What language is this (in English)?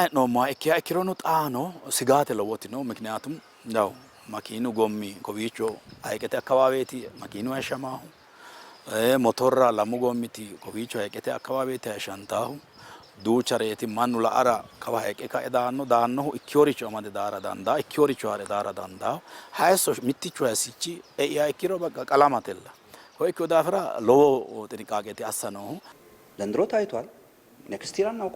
Sidamo